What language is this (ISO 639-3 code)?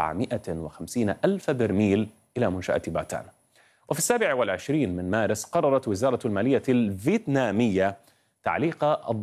ara